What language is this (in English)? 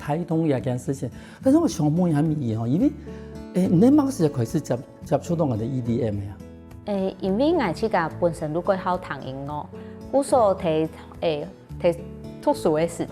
Hakka Chinese